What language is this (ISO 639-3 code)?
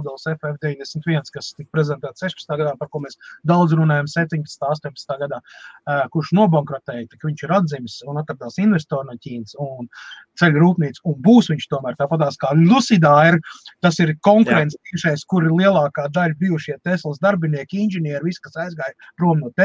lav